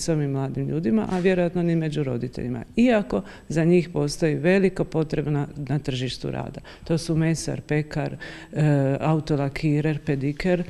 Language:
Croatian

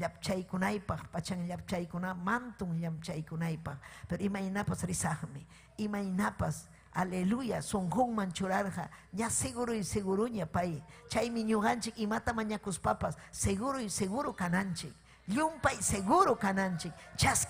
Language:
Ayacucho Quechua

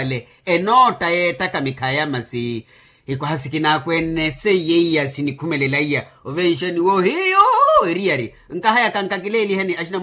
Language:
Makhuwa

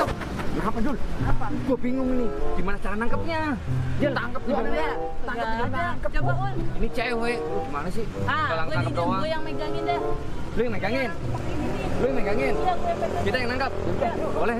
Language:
Betawi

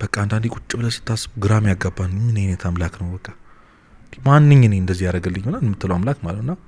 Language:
Amharic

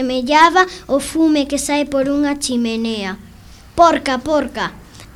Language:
Galician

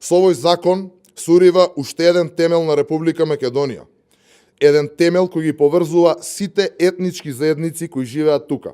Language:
Macedonian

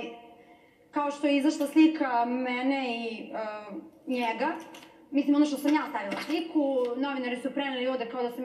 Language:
Serbian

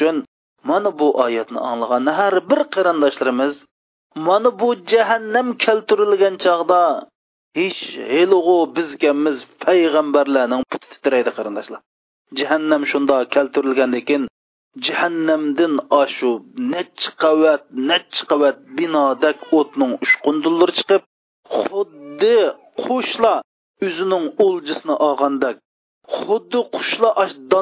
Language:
Uyghur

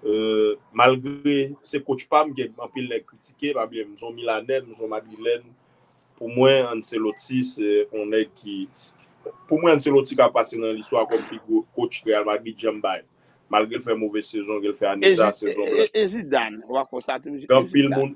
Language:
Haitian Creole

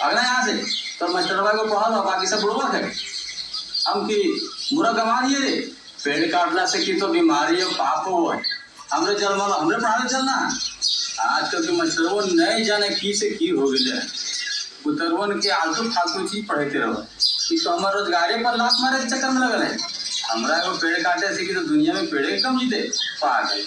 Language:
Magahi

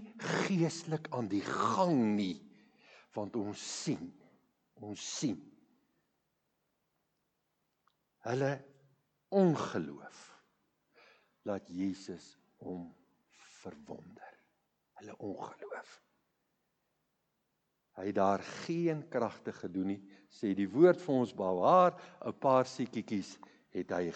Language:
Afrikaans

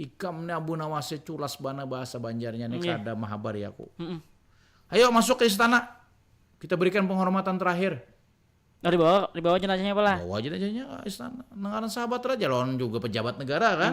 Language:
Banjar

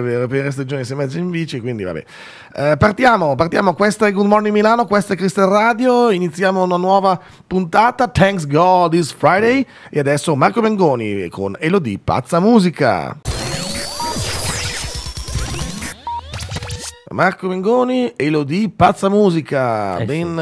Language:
Italian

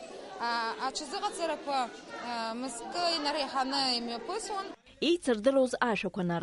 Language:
Abkhazian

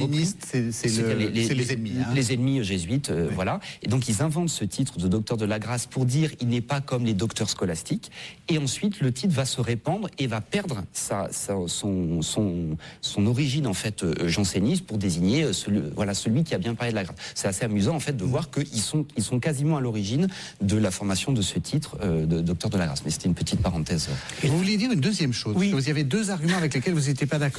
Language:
French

